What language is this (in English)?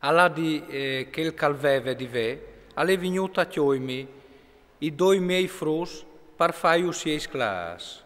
Friulian